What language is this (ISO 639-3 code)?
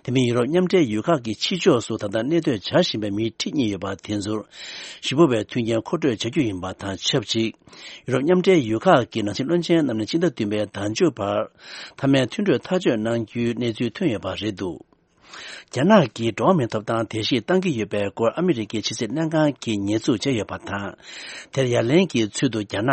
bod